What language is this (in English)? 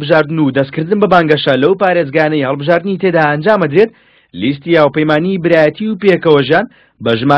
Central Kurdish